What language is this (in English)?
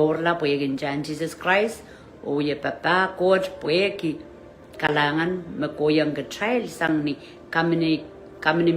Pohnpeian